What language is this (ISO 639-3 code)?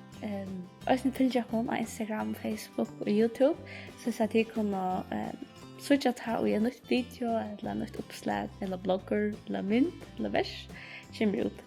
fao